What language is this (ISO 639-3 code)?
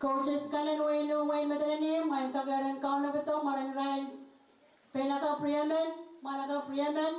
pon